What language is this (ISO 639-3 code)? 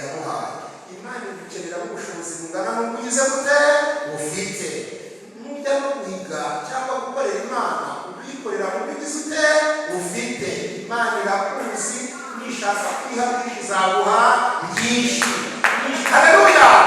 kin